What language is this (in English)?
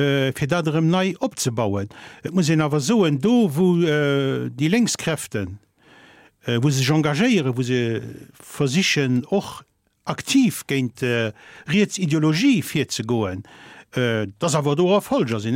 Luxembourgish